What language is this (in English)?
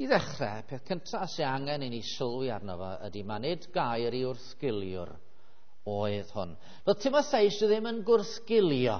Welsh